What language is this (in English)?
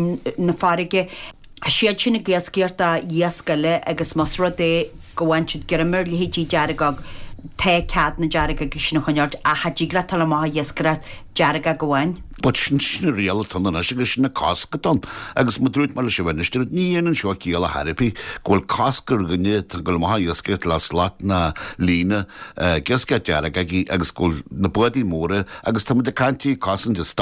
Irish